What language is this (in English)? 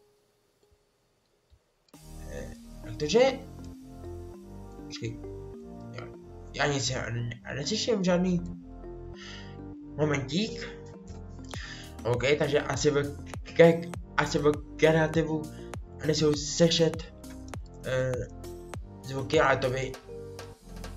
Czech